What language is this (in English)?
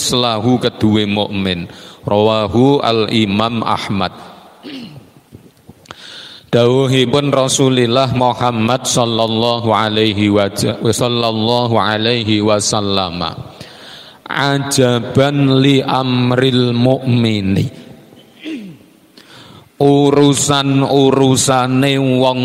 Javanese